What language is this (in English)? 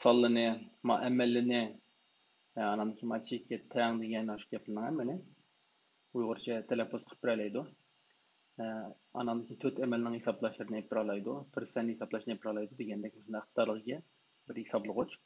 Uyghur